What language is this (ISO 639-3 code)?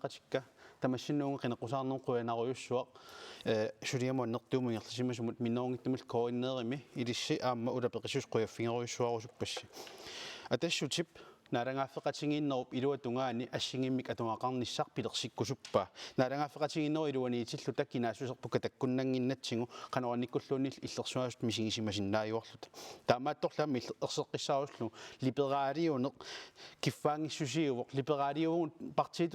kal